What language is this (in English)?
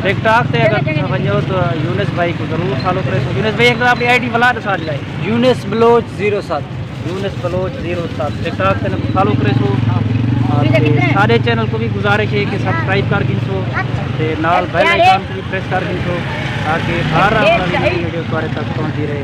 Saraiki